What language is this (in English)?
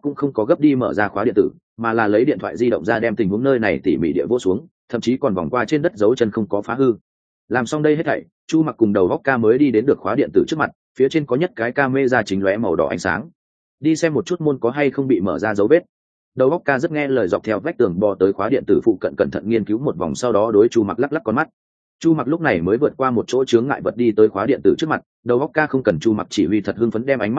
Vietnamese